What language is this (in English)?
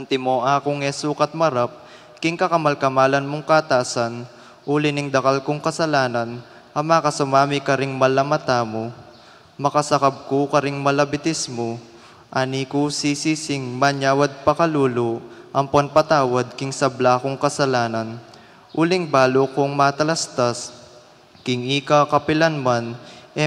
Pampanga